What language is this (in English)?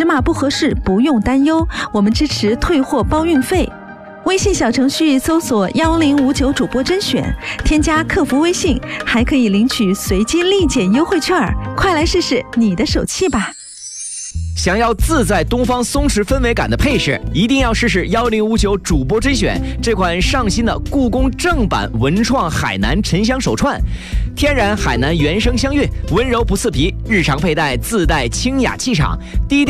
Chinese